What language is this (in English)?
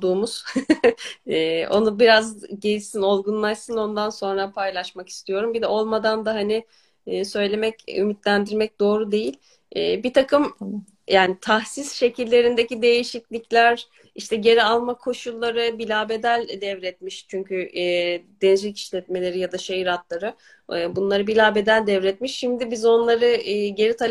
Turkish